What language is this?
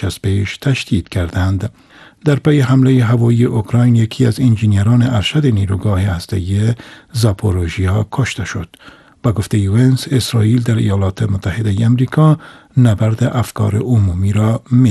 Persian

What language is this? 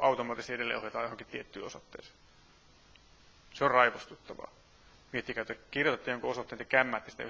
Finnish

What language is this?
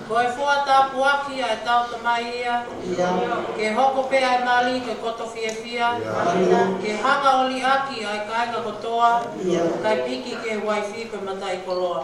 Tongan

